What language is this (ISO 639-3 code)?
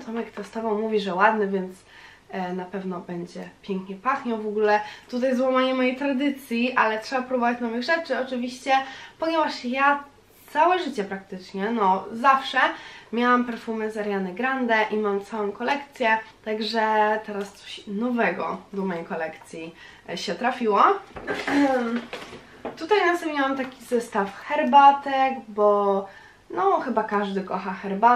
pol